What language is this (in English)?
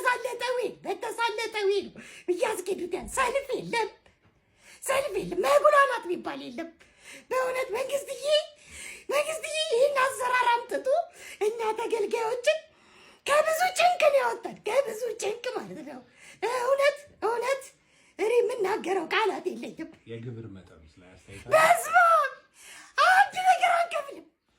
Amharic